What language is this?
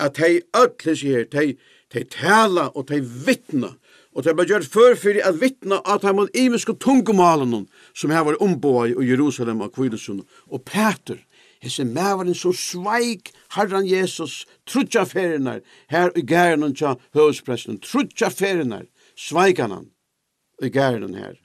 Faroese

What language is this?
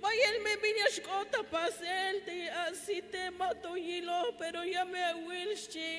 Tzeltal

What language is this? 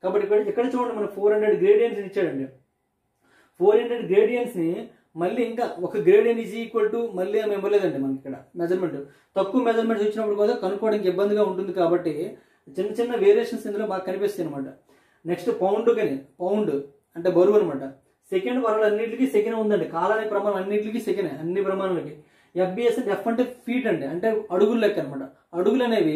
Telugu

